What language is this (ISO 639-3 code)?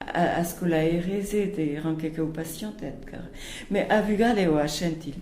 bre